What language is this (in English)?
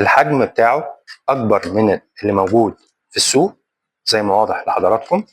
Egyptian Arabic